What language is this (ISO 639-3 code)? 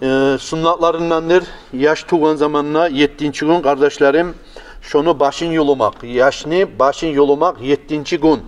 kum